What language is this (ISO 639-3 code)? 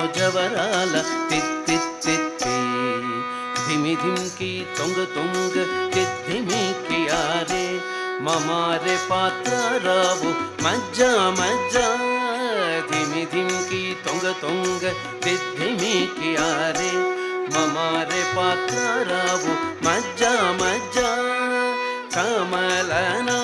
tel